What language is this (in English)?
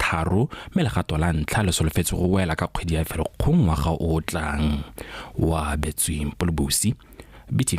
Tswana